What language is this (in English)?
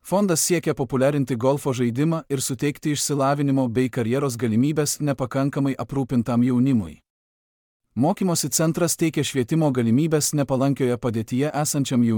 Lithuanian